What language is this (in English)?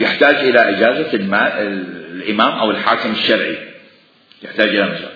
Mesopotamian Arabic